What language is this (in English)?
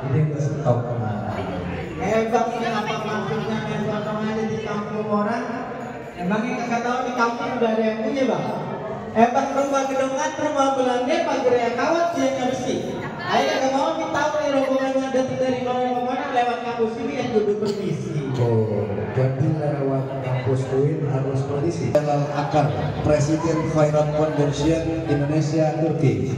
Betawi